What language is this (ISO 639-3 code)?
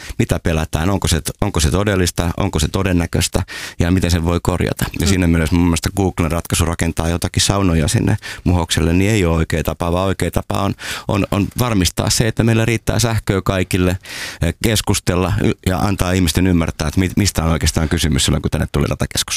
fin